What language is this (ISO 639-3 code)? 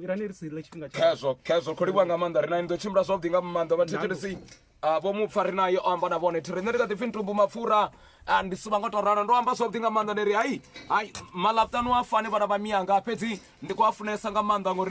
ven